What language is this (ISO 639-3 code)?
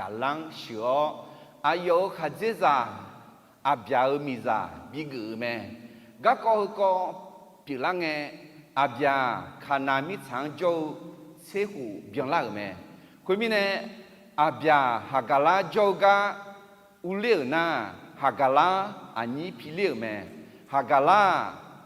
ahk